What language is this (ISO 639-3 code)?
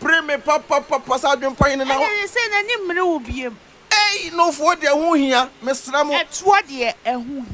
aka